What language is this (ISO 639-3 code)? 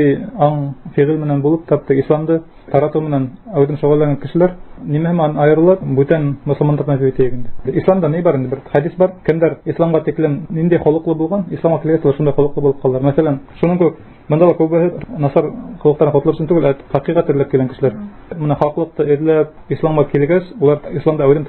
bak